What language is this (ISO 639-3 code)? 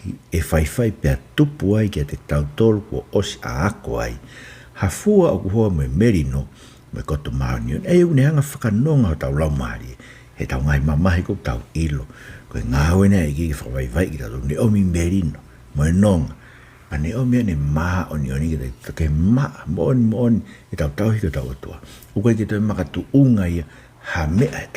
ton